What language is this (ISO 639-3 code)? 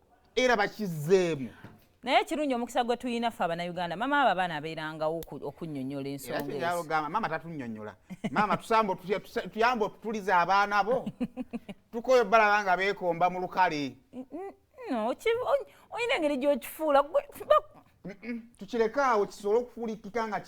lug